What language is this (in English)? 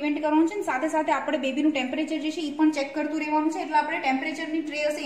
Gujarati